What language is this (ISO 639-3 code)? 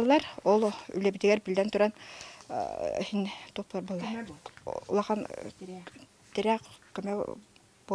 sah